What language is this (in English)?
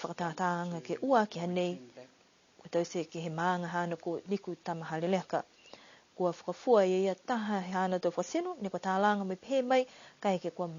Niuean